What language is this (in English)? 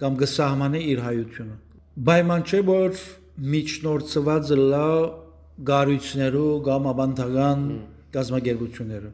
Western Armenian